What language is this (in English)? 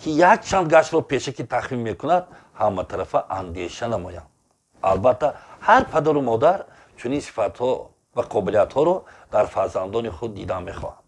Tajik